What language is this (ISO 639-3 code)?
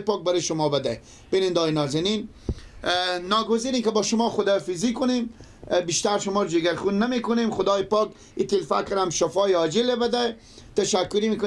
fas